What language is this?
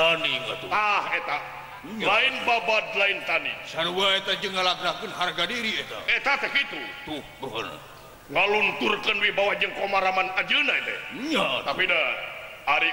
Sundanese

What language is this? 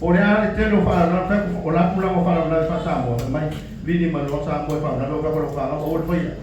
Samoan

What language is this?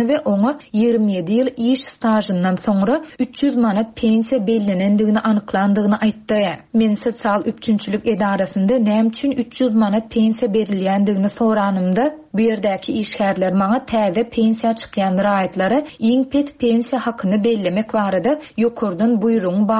Turkmen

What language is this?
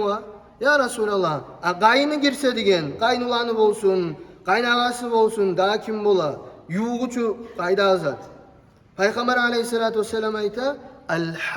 Kumyk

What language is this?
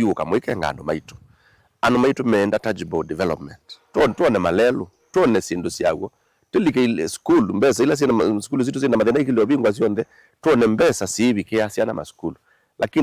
Kamba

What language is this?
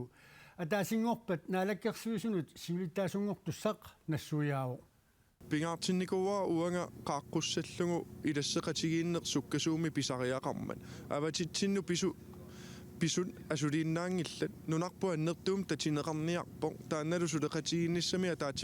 Kalaallisut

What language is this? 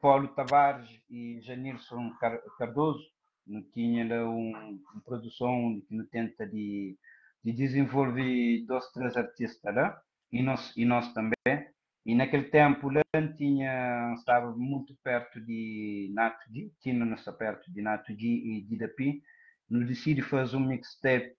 Kabuverdianu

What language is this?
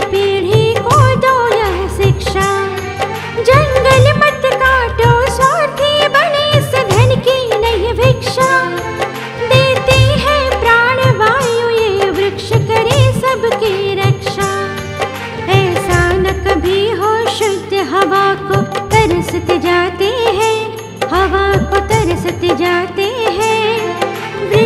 Hindi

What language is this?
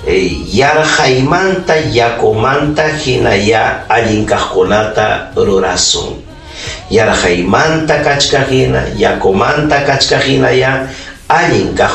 Ayacucho Quechua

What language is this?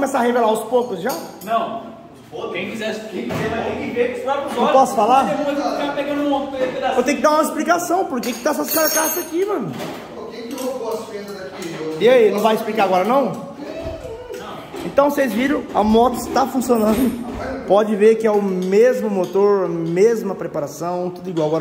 Portuguese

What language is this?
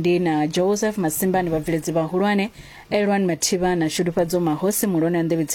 Venda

